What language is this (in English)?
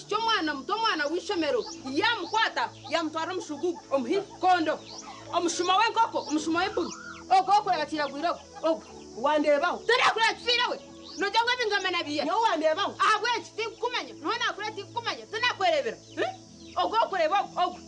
Nyankole